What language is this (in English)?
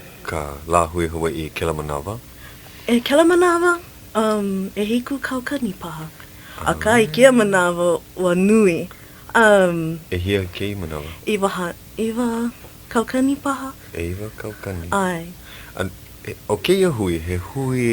Hawaiian